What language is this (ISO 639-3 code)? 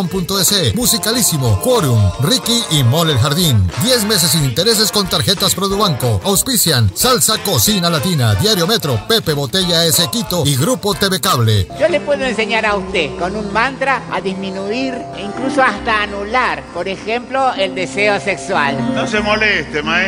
spa